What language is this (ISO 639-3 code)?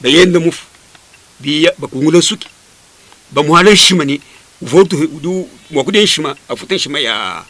lua